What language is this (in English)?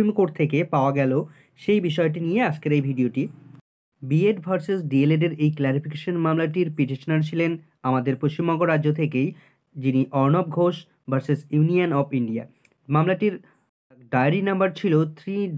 Bangla